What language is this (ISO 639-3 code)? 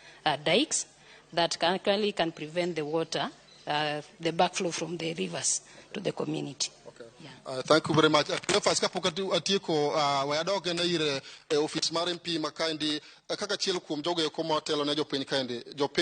luo